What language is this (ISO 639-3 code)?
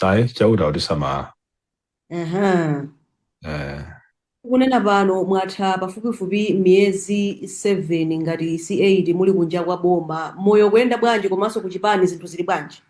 nya